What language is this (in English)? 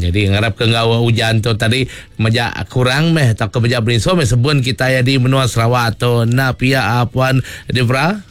Iban